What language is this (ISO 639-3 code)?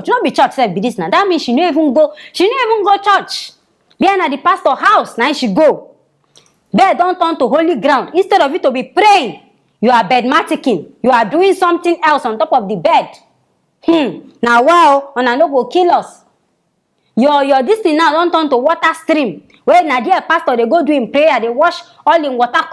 pcm